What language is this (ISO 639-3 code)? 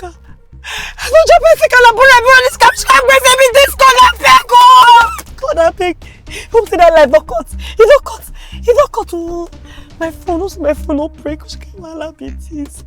pcm